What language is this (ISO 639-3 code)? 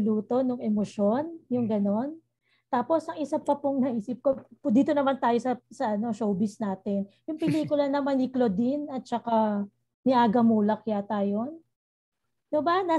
fil